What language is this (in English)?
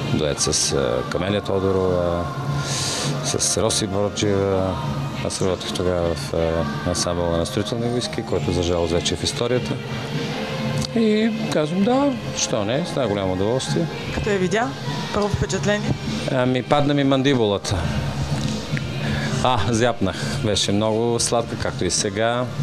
Bulgarian